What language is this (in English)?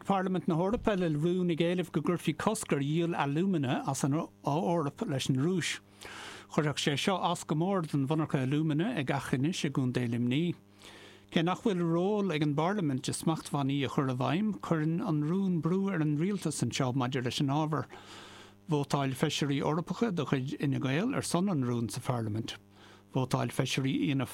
Irish